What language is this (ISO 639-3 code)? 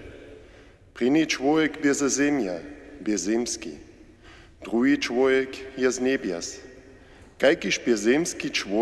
hsb